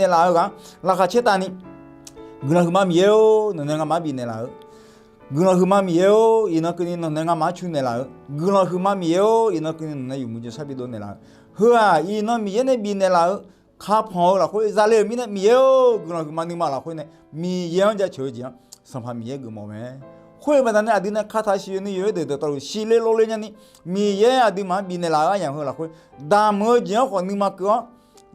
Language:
Akha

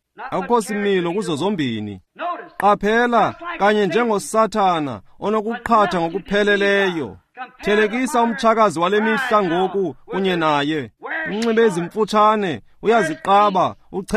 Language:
Xhosa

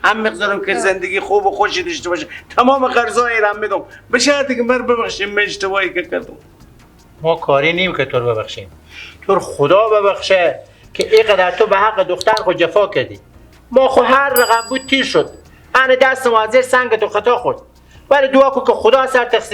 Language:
Persian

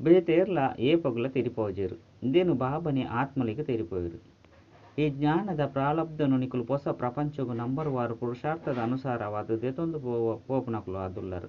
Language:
Tulu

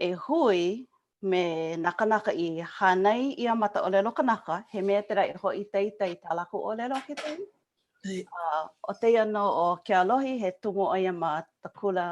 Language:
Hawaiian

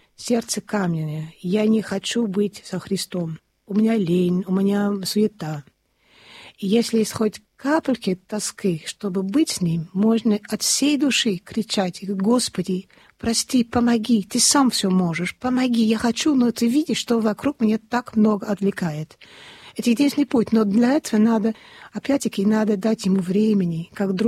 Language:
Russian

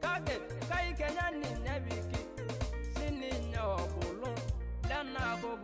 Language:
Masai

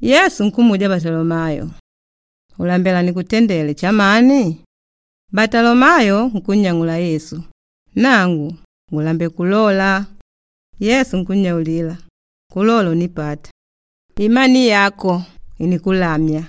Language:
Makonde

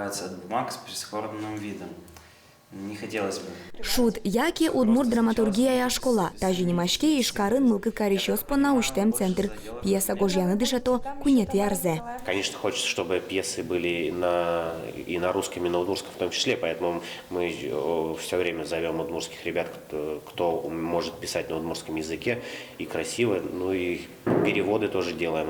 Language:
Udmurt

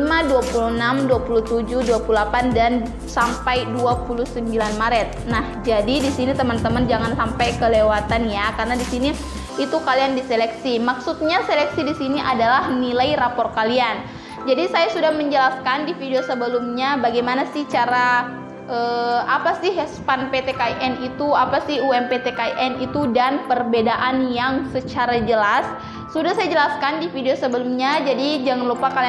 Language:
Indonesian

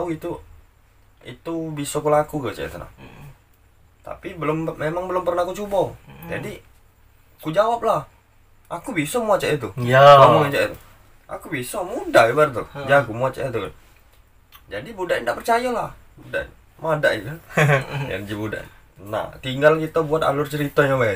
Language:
Musi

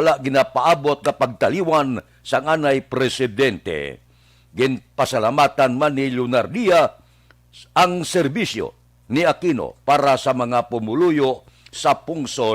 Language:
Hiligaynon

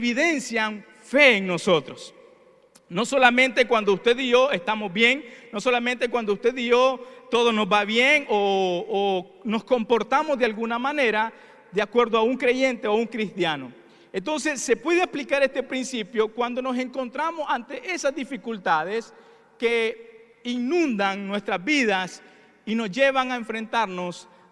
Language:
Spanish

